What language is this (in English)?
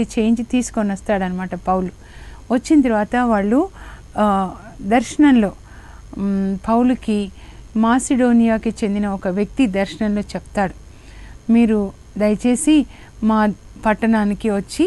Telugu